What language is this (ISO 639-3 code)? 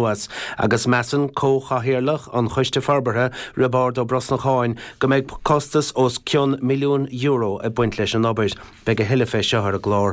gle